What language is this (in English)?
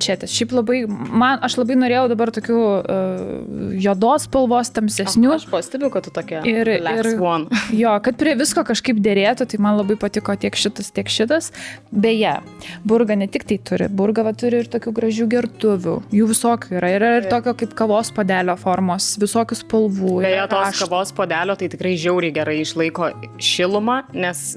Lithuanian